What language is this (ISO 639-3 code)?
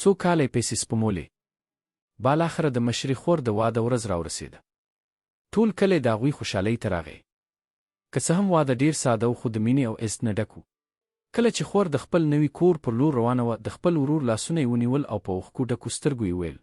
pus